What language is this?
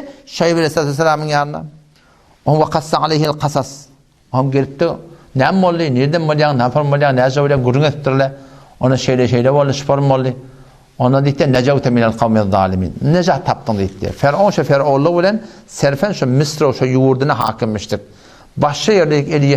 Turkmen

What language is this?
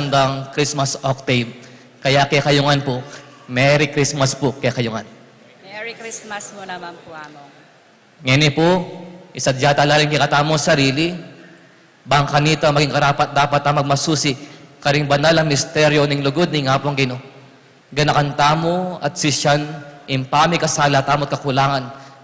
Pampanga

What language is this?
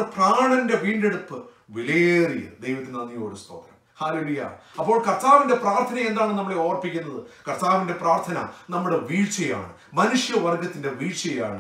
Malayalam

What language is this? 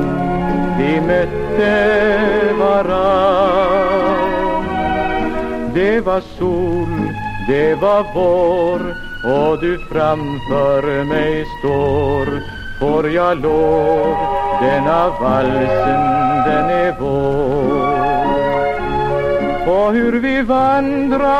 Swedish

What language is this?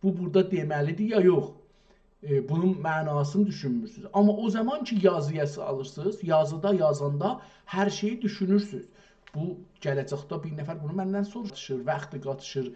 South Azerbaijani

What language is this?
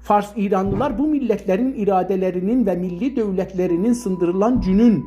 South Azerbaijani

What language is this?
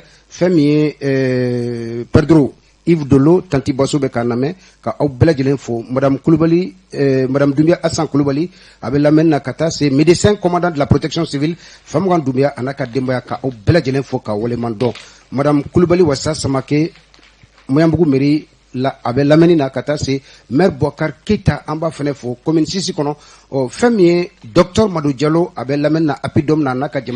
Bambara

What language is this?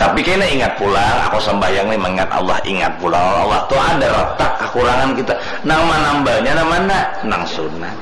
Banjar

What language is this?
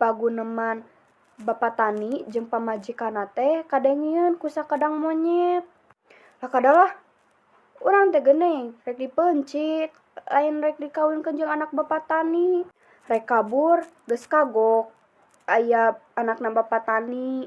Sundanese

